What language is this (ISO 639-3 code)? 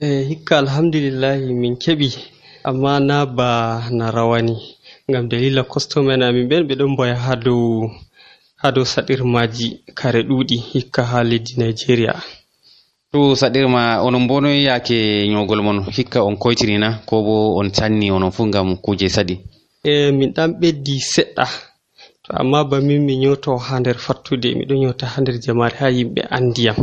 fuv